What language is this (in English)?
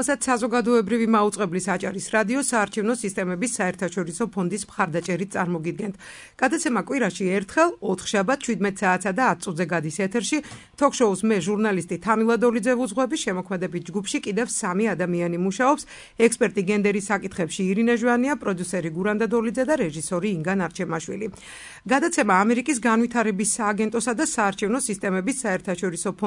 Georgian